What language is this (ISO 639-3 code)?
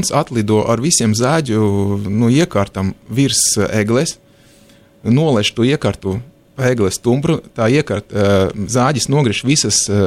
lav